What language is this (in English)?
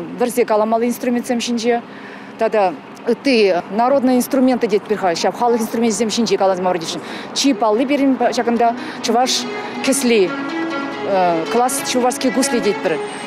Chuvash